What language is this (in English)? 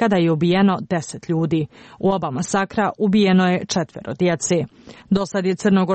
Croatian